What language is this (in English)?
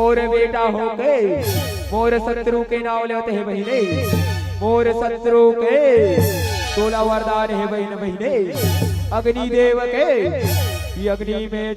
Chhattisgarhi